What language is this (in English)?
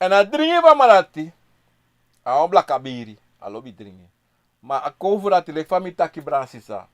Sranan Tongo